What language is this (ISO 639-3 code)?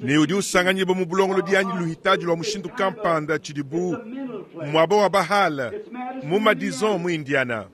lua